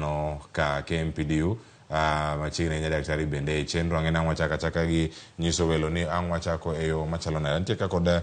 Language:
Luo (Kenya and Tanzania)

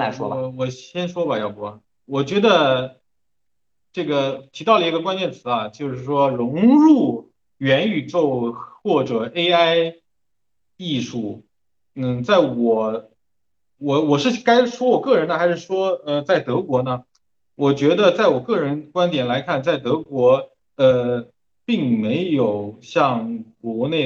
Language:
Chinese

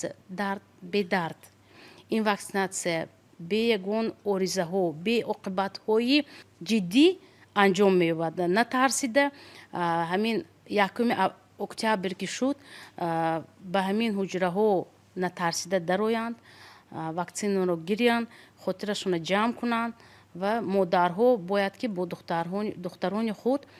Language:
Tajik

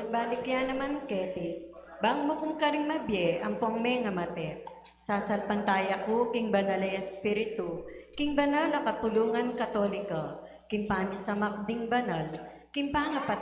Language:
Pampanga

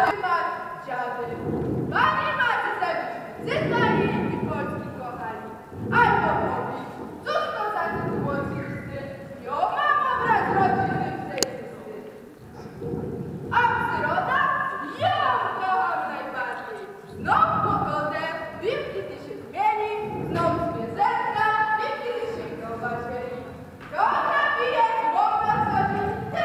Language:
Polish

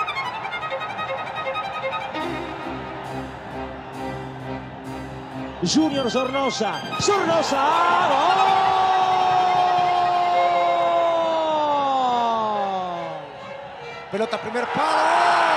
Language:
Spanish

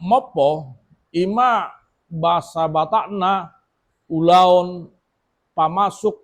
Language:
Batak Toba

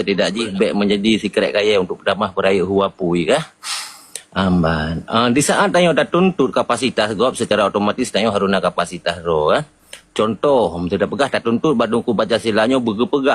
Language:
Achinese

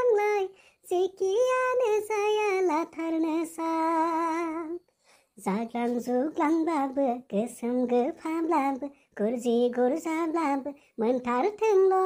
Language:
Bodo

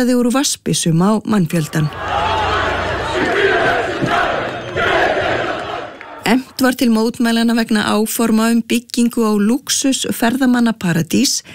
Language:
Icelandic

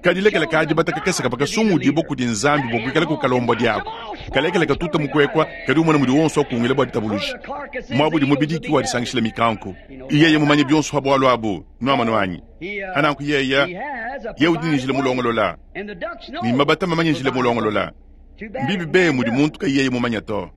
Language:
Luba-Lulua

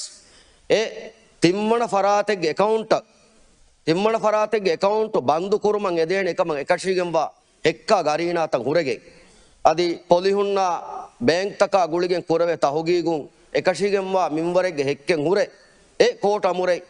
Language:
Divehi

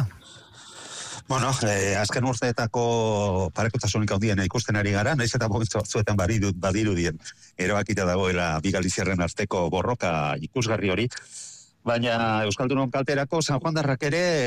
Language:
Basque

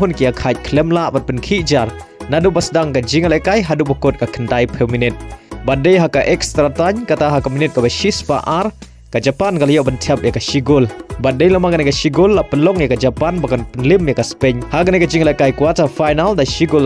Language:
Khasi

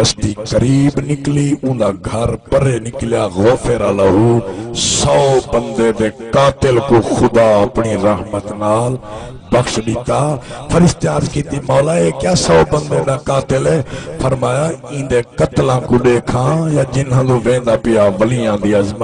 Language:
Saraiki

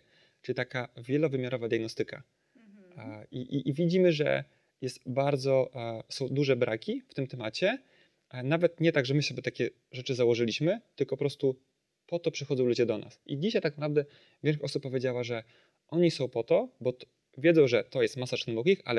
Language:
Polish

